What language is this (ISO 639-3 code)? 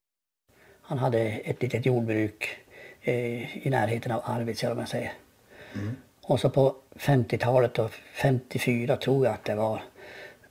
swe